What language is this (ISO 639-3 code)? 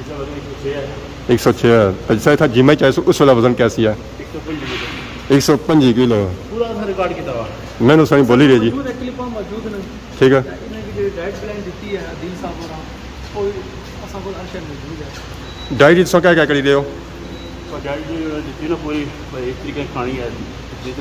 phr